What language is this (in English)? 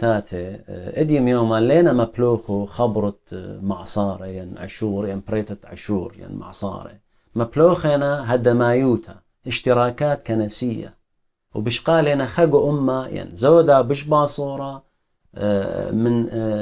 Assyrian Neo-Aramaic